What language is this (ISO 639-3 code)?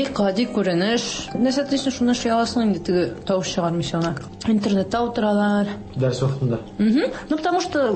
tat